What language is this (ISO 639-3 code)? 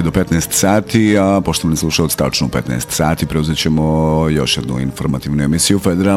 bos